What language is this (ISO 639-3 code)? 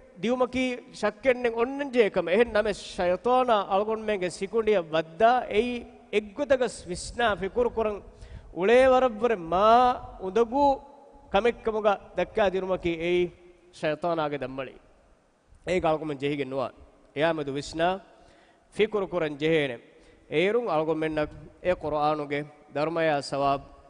div